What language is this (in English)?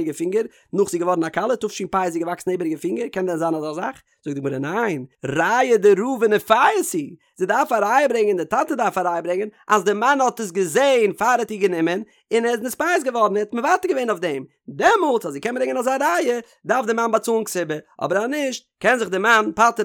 Yiddish